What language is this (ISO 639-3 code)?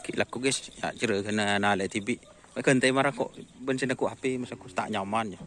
mad